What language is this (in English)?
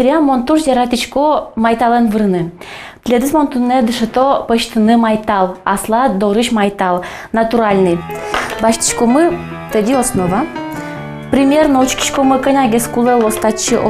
Udmurt